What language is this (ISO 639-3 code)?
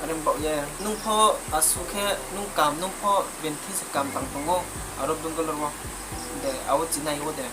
ria